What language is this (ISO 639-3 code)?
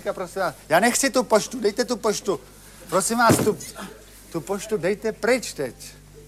ces